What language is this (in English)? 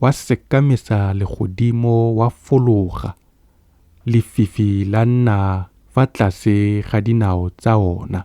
Tswana